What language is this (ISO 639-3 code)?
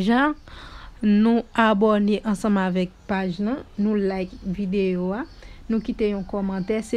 hat